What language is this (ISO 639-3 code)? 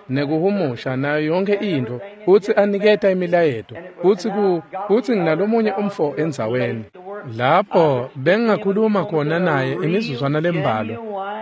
ssw